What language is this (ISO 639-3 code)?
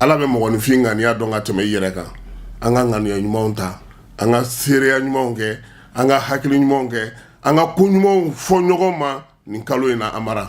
bam